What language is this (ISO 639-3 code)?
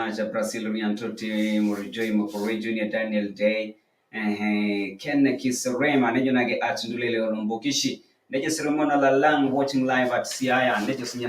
mas